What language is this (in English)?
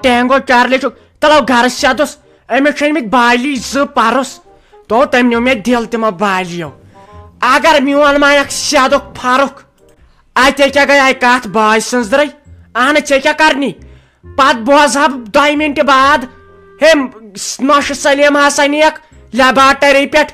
Kashmiri